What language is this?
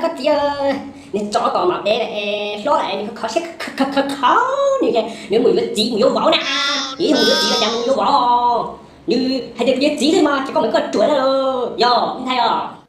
Hmong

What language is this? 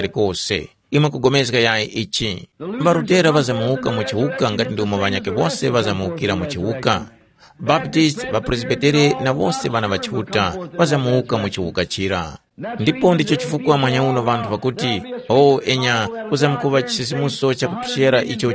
Tumbuka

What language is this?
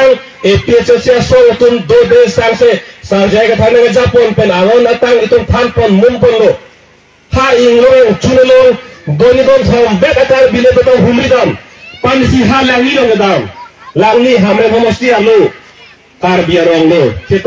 Karbi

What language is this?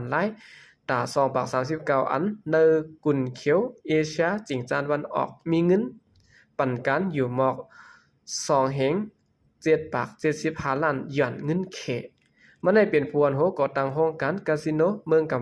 Shan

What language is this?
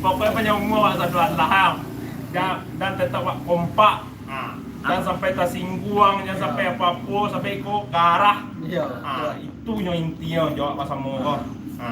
Minangkabau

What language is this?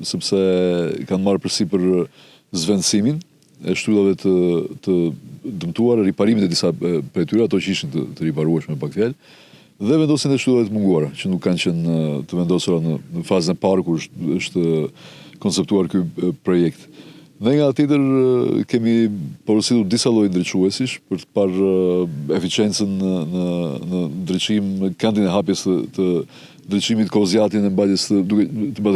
Albanian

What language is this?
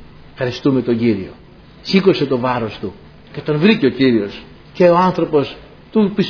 Greek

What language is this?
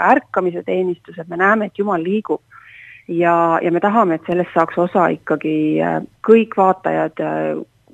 Estonian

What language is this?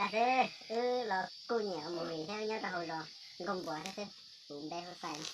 Hmong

